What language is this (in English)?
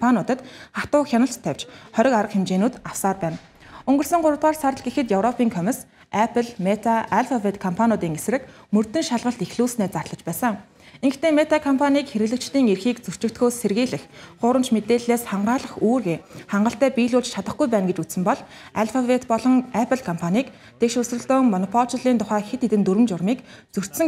Mongolian